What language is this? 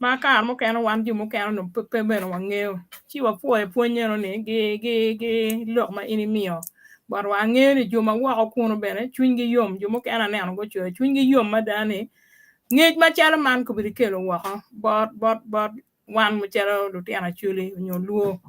Acoli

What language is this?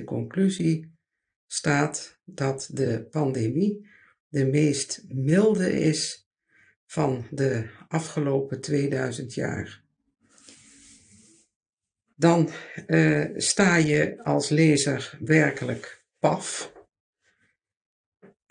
Dutch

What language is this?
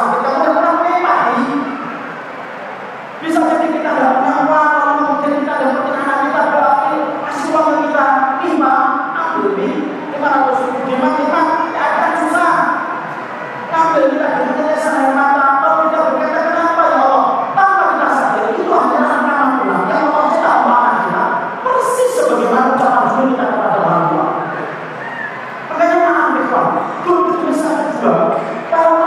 Indonesian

